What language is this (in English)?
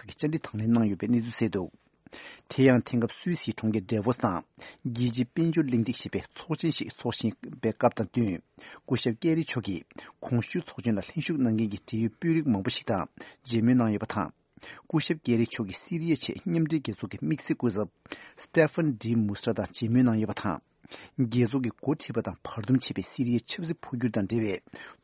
Tibetan